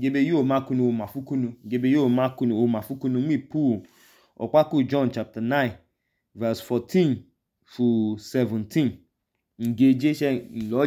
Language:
Idoma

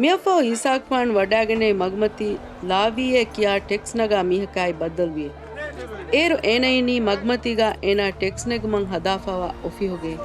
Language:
Divehi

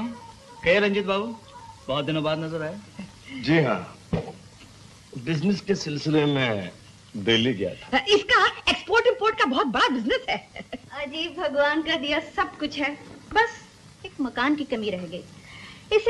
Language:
Hindi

